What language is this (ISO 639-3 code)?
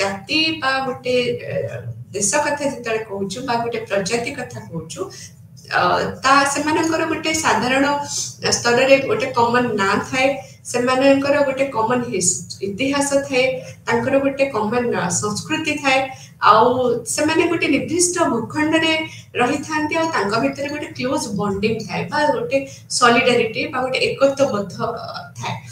ori